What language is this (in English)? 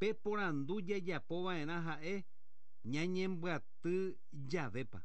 Guarani